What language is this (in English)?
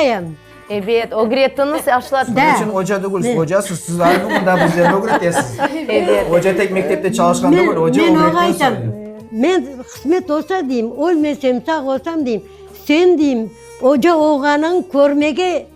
Crimean Tatar